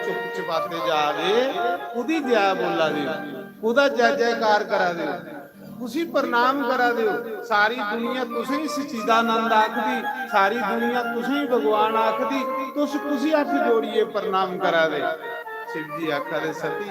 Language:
Dogri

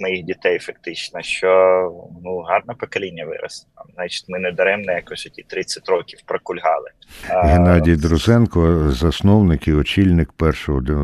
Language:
Ukrainian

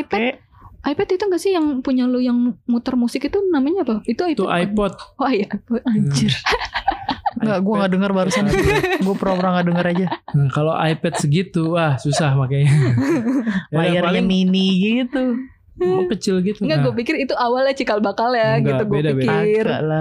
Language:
Indonesian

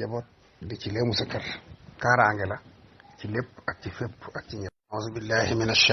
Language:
Wolof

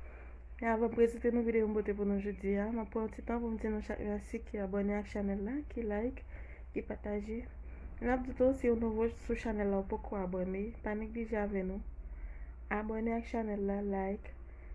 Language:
Haitian Creole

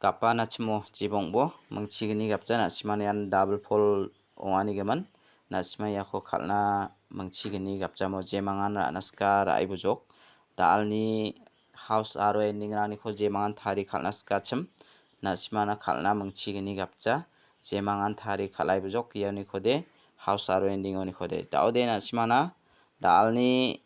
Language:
Garo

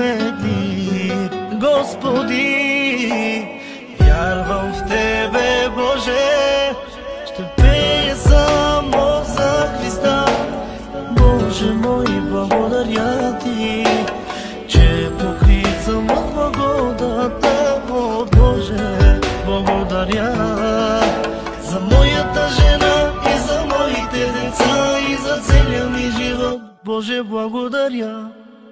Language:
Bulgarian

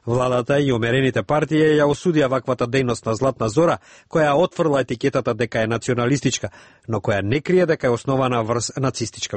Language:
Macedonian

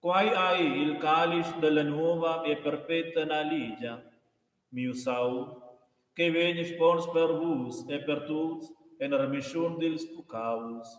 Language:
Romansh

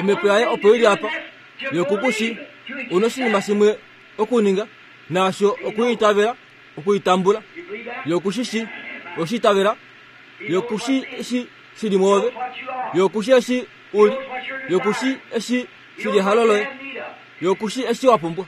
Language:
Kuanyama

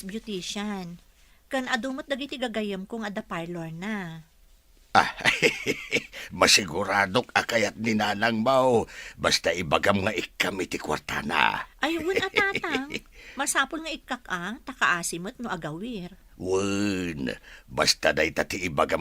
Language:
Iloko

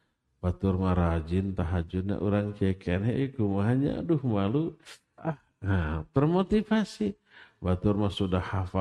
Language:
Indonesian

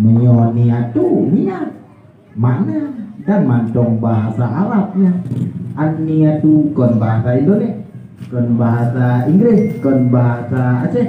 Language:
Achinese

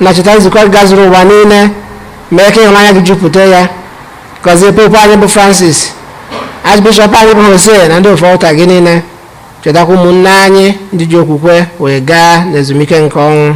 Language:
Igbo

